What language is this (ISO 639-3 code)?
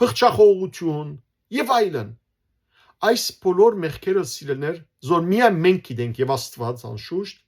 hyw